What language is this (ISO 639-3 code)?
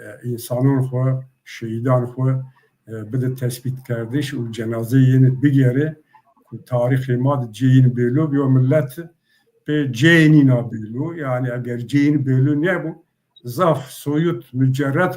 zza